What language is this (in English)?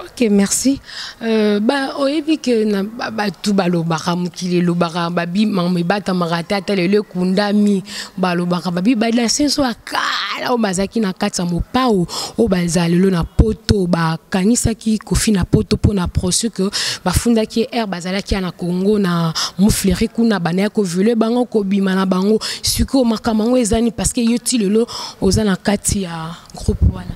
Lingala